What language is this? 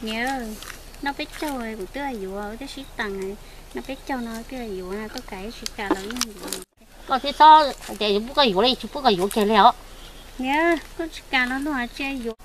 Hmong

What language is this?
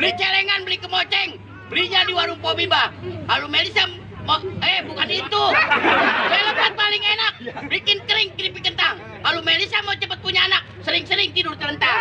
Betawi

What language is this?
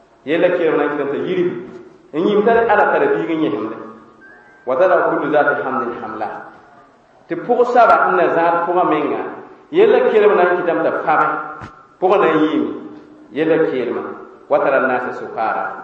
Mossi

